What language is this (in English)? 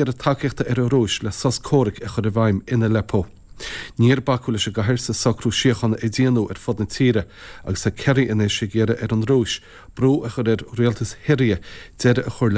Irish